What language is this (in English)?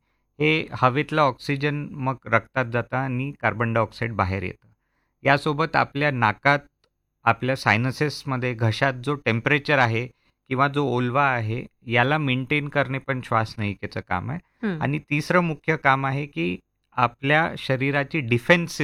Marathi